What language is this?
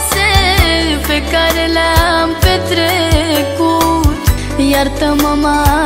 Romanian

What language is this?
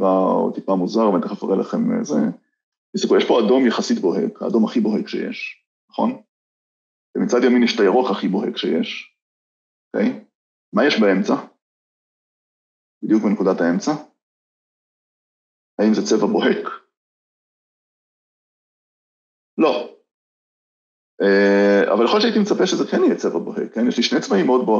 Hebrew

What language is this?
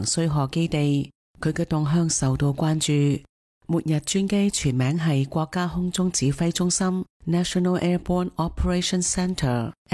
Cantonese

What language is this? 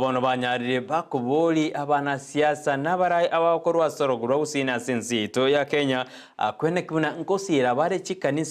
Gusii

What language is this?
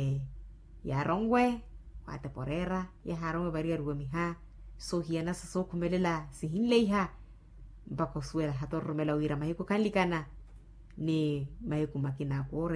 Makhuwa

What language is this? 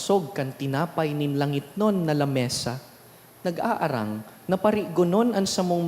Bikol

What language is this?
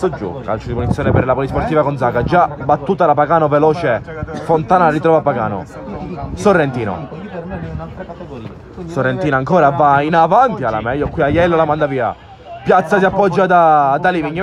Italian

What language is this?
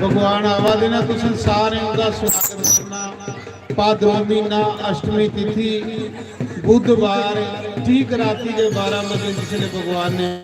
Dogri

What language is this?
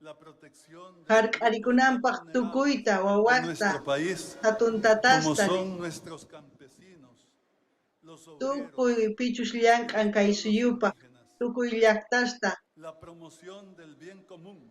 South Bolivian Quechua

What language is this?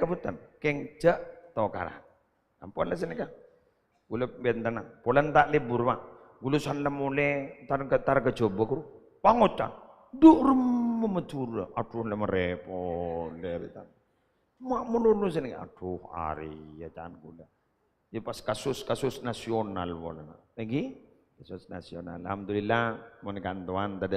Madurese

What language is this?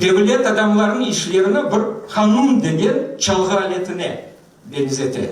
Crimean Tatar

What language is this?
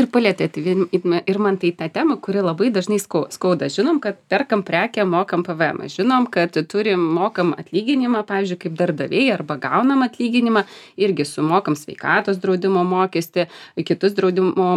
Lithuanian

